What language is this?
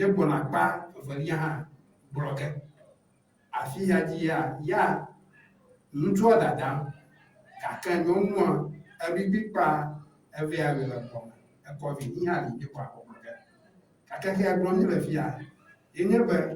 Ewe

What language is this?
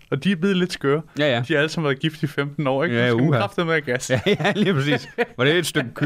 Danish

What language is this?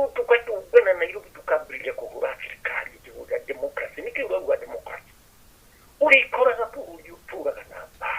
Kikuyu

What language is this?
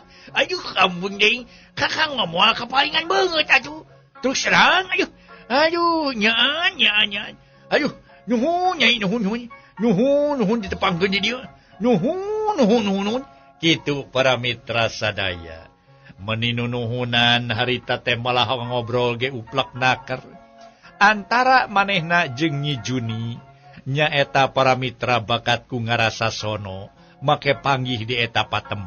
Sundanese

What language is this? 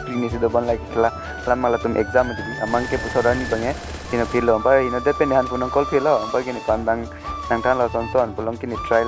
Karbi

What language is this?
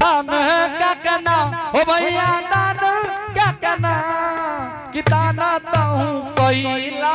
Angika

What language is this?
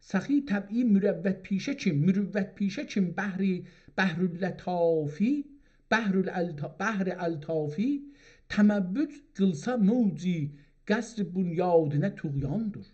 South Azerbaijani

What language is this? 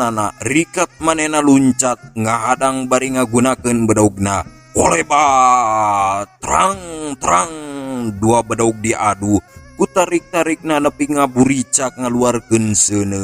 Sundanese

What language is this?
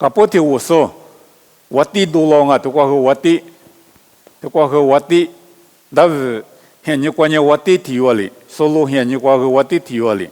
Lisu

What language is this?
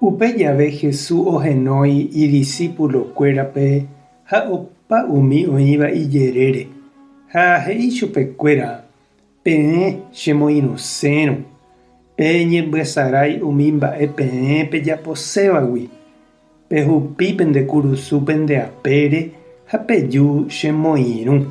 Guarani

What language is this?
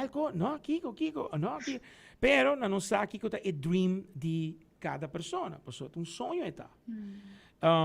Papiamento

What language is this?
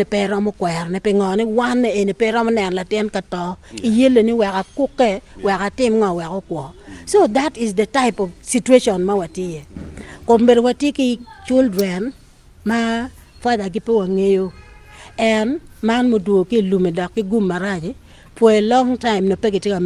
Acoli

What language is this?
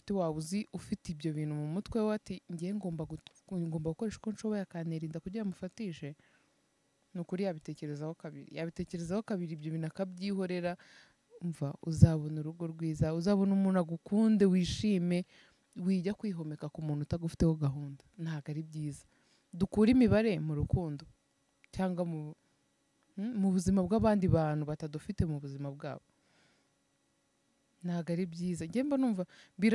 Kinyarwanda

